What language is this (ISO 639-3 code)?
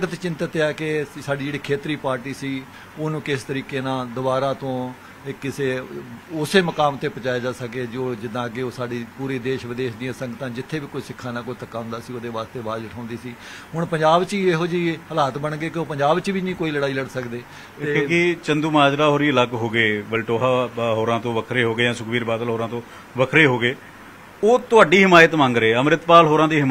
pan